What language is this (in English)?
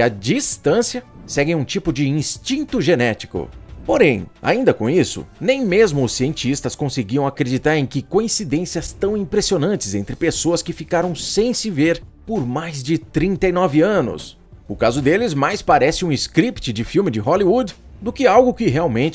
Portuguese